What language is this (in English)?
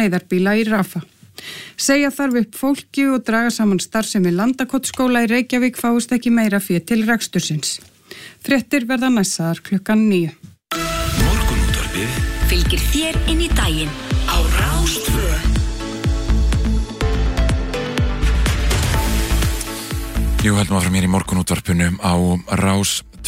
Icelandic